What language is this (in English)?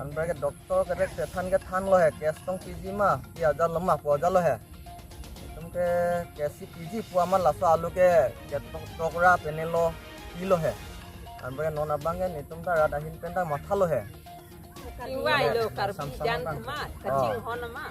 Karbi